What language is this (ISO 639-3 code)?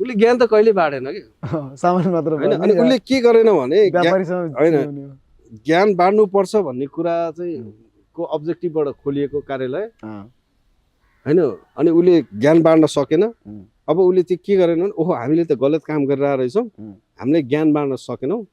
nep